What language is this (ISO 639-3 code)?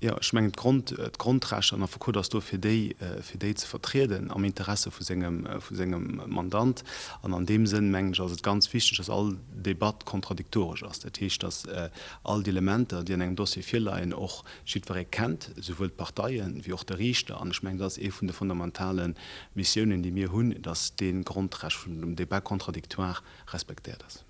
ltz